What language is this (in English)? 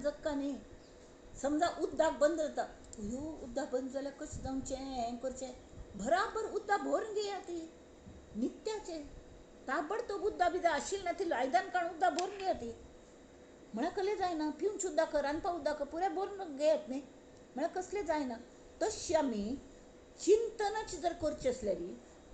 Konkani